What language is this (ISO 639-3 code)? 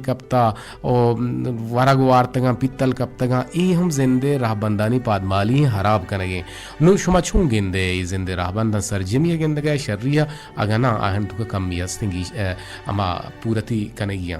bgp